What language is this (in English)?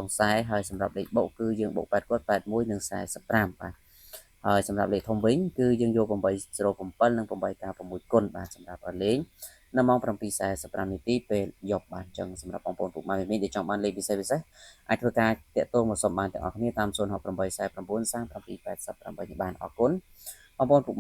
Khmer